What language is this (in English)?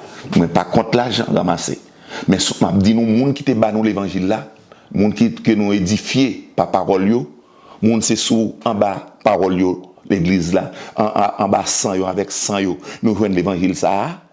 Haitian Creole